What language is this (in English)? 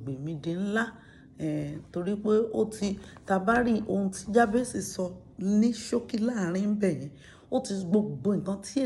Yoruba